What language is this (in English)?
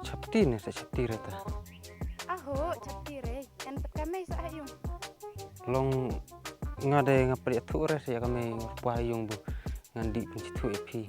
Khasi